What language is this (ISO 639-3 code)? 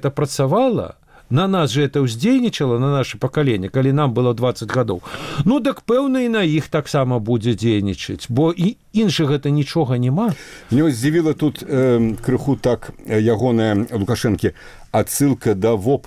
bel